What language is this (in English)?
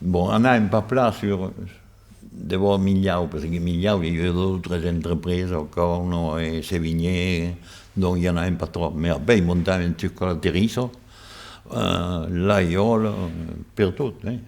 Occitan